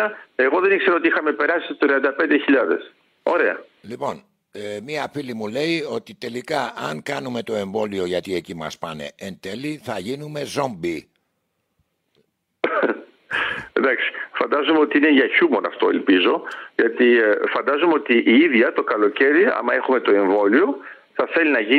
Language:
Greek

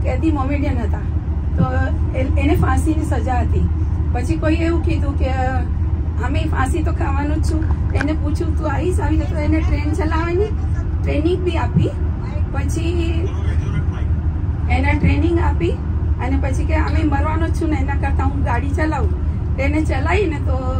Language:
Gujarati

